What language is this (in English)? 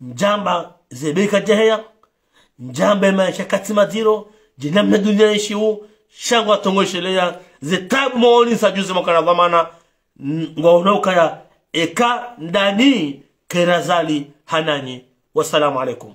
Ngazidja Comorian